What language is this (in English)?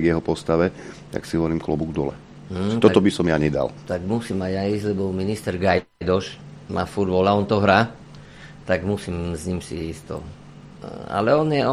Slovak